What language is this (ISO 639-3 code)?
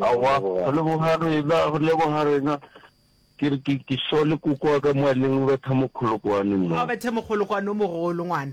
nso